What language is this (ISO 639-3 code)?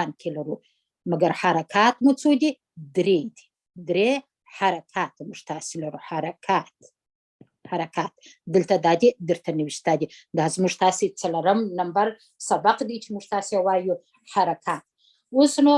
pus